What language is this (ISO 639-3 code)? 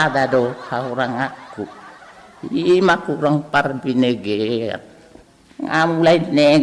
bbc